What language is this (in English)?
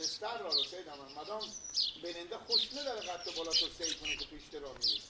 Persian